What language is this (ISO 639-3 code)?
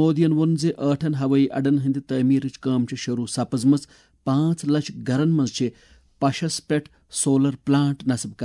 kas